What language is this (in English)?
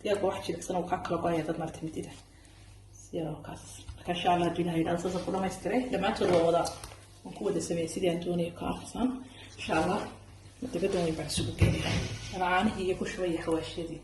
Somali